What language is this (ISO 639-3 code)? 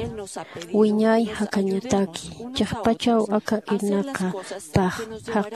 aym